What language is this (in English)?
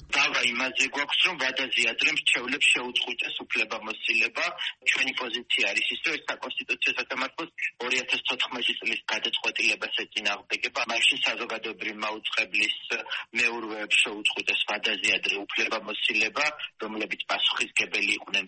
Georgian